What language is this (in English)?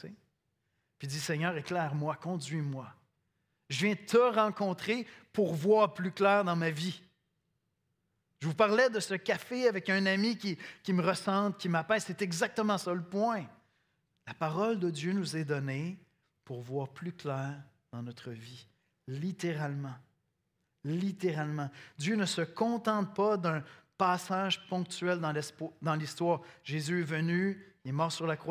French